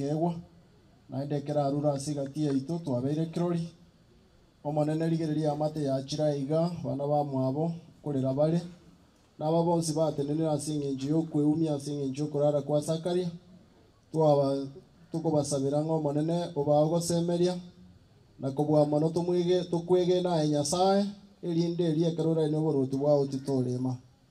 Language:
Gusii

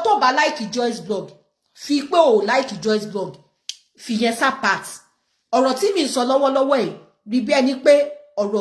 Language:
Yoruba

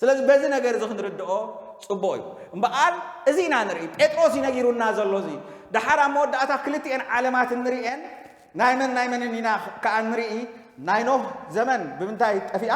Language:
Tigrinya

